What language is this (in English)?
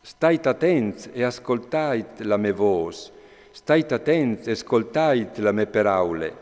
Friulian